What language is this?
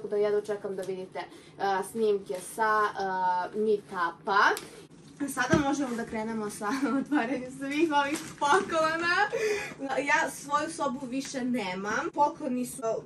Serbian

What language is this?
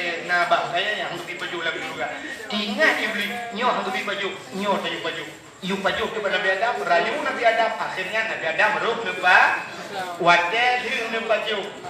Achinese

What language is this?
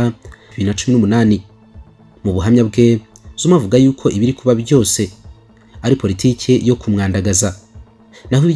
Kinyarwanda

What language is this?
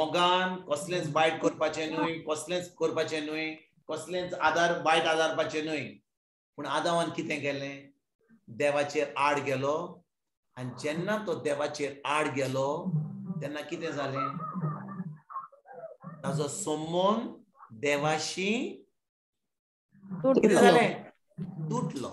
Konkani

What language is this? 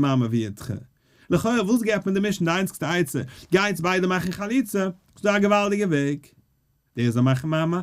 Yiddish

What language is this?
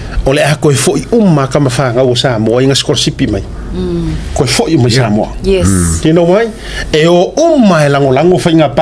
Samoan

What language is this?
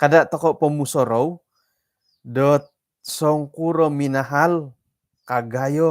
Central Dusun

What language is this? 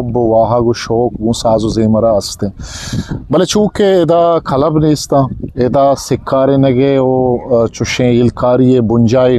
Eastern Balochi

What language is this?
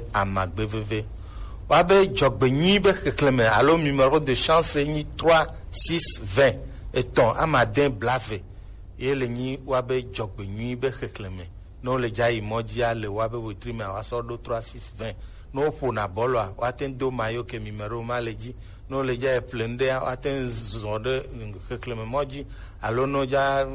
Gen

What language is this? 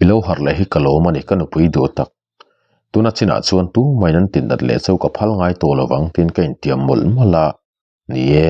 Mizo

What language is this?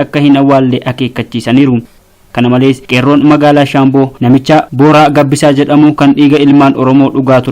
Oromo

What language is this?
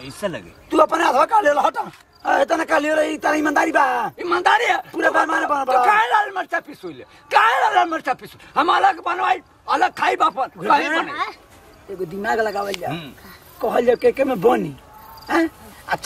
Bhojpuri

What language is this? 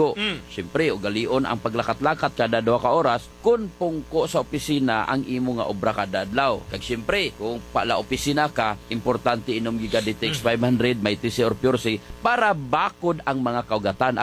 Hiligaynon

